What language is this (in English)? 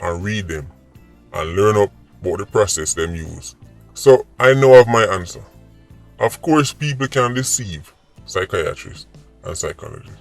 Jamaican Creole English